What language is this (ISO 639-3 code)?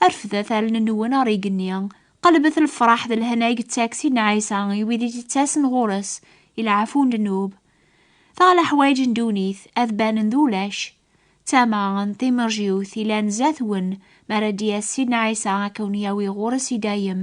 kab